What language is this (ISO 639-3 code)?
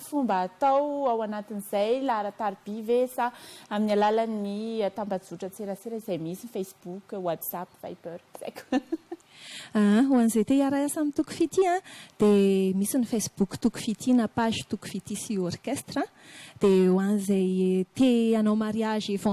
mlg